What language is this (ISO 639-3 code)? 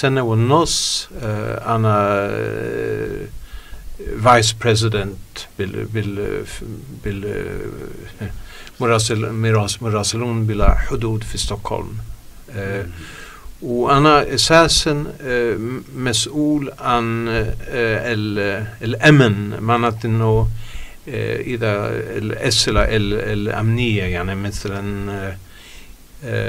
ara